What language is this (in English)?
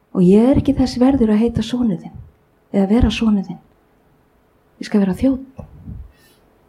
Icelandic